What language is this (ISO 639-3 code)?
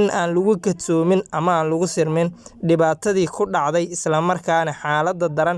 som